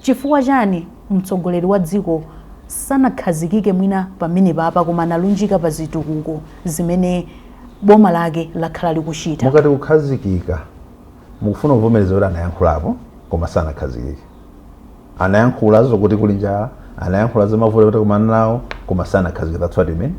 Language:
Nyanja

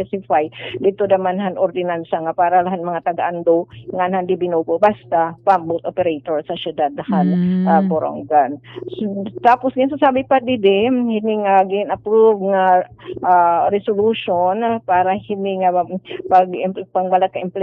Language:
Waray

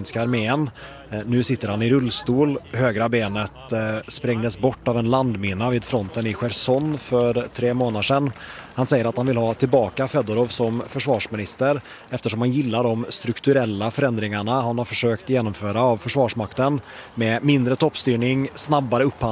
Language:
Swedish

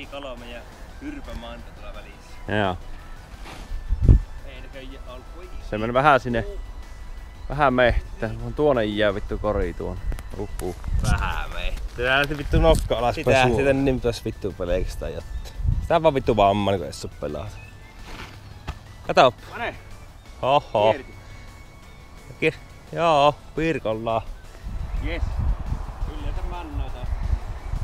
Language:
Finnish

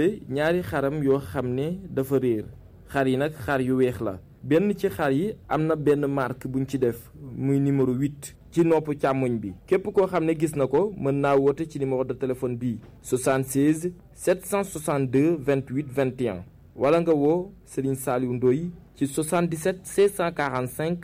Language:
Wolof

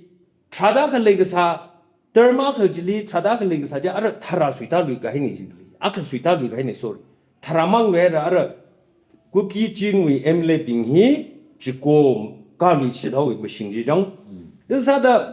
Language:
Tangkhul Naga (India)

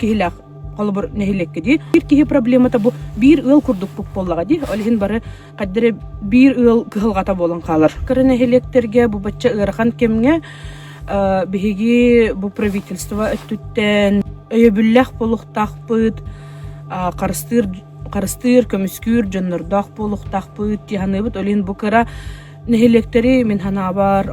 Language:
Yakut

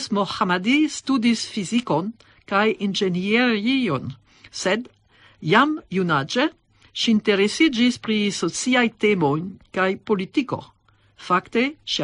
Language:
Esperanto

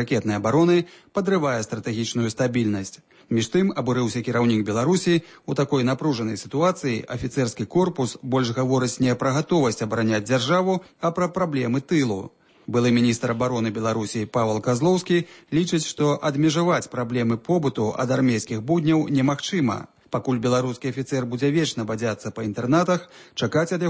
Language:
Belarusian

